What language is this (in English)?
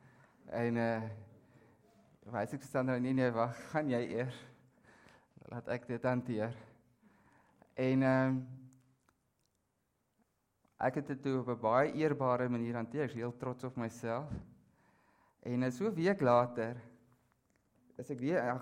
Afrikaans